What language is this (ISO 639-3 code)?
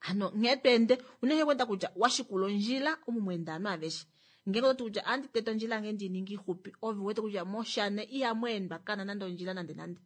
kua